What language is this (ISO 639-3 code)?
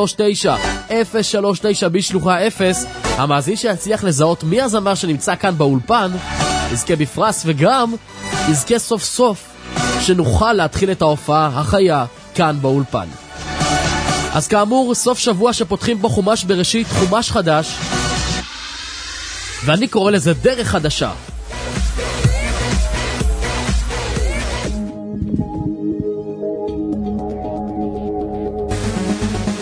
heb